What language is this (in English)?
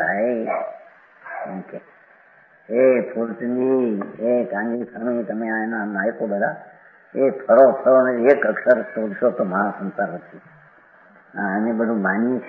Gujarati